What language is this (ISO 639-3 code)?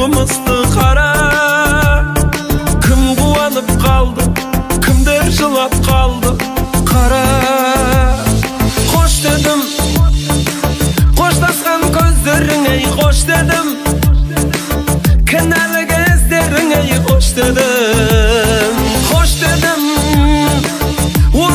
kaz